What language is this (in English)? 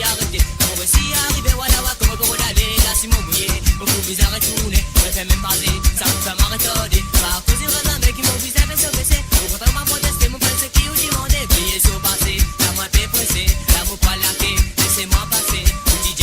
Morisyen